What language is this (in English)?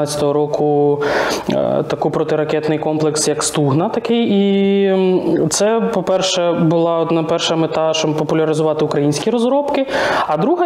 Ukrainian